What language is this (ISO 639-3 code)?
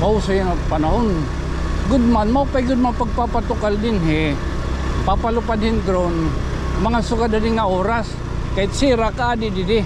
war